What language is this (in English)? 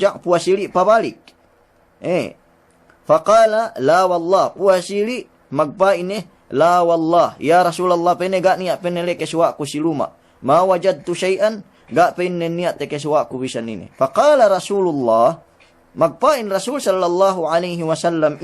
Yakan